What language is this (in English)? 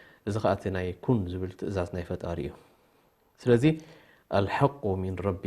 Tigrinya